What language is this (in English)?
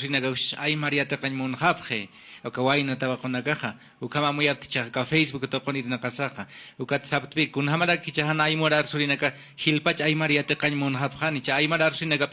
Aymara